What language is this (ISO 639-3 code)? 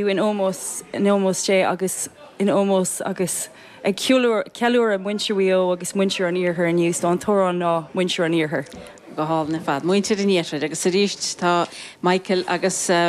gle